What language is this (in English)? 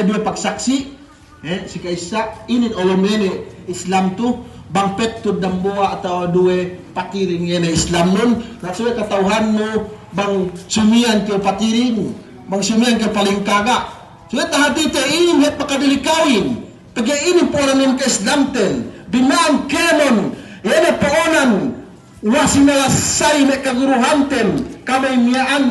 Yakan